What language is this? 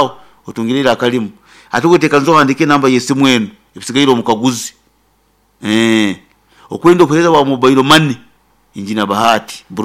Nyoro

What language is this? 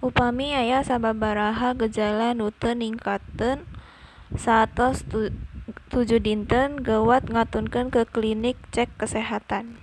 Sundanese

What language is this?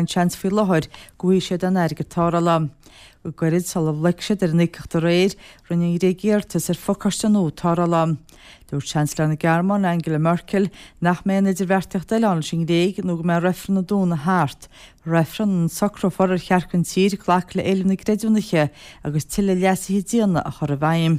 Irish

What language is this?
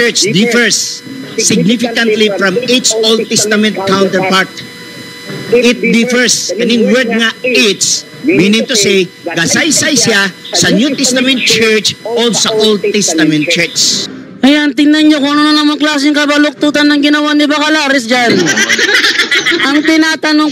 Filipino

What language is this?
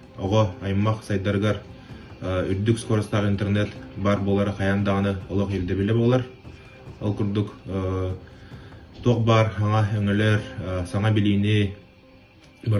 Yakut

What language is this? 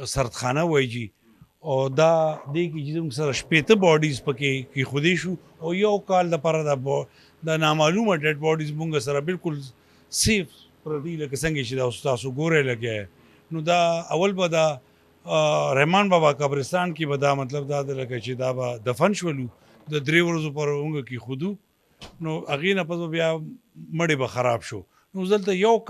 Pashto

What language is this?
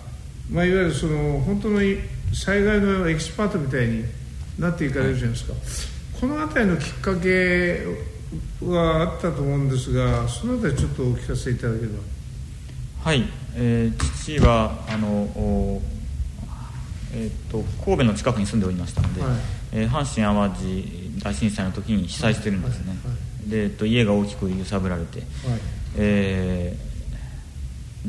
Japanese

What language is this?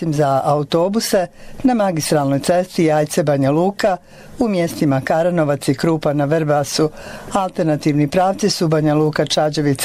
Bosnian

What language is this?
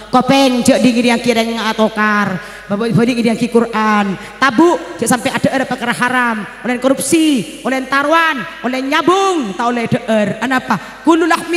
Madurese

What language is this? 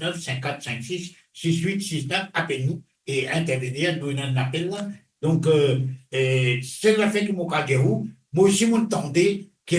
Morisyen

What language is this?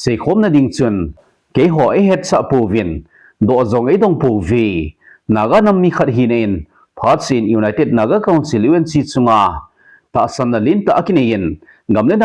Thado Chin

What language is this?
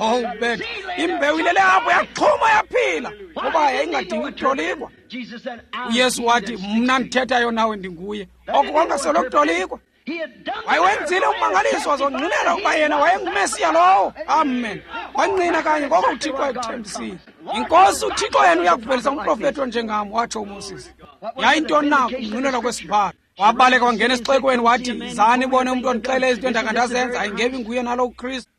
Xhosa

